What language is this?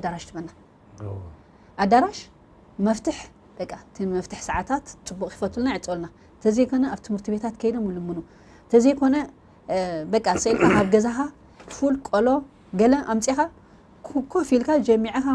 Tigrinya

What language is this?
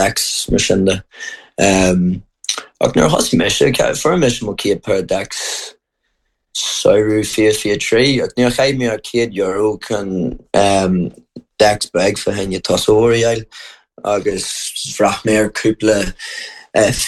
Irish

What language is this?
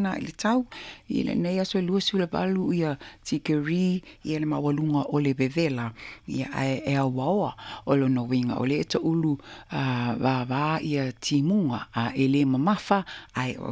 Samoan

